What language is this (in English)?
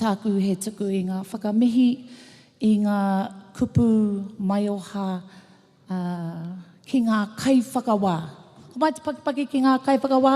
Māori